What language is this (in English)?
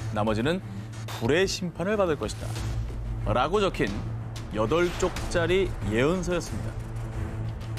Korean